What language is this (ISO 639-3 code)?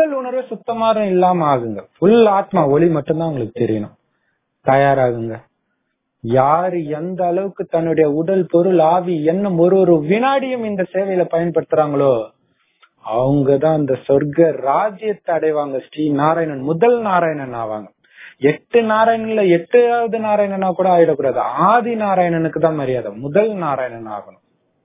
tam